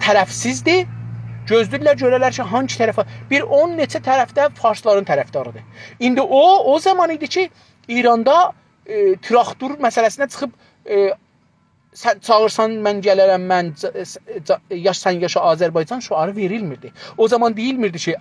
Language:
South Azerbaijani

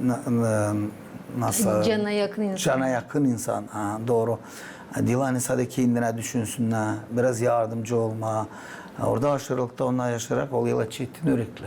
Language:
Gagauz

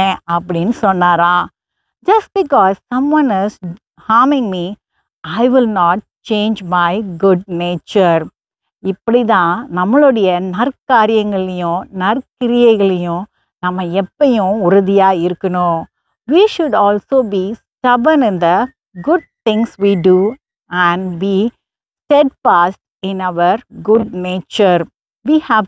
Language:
Tamil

